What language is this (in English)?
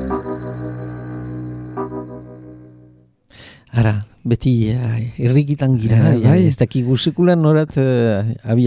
Basque